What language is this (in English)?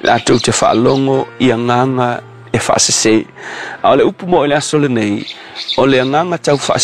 Samoan